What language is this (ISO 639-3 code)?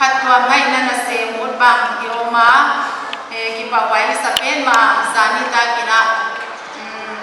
pck